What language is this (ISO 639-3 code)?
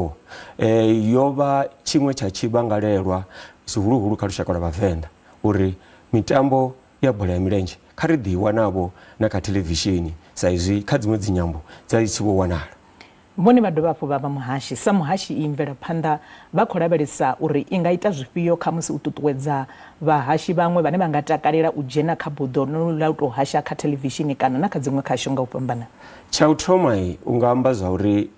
ven